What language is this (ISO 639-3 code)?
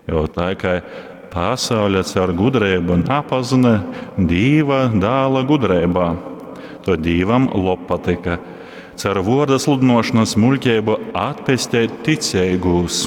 ltg